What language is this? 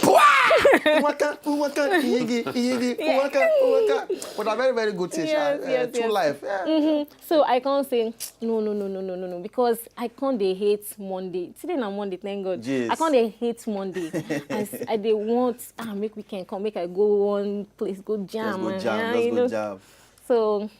Nigerian Pidgin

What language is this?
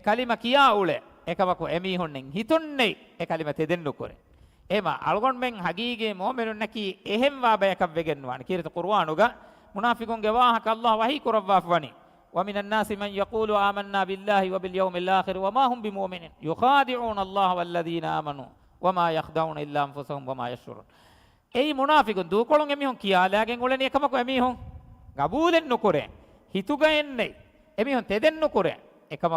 Divehi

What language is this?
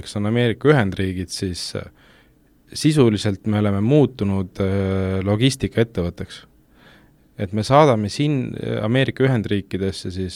Estonian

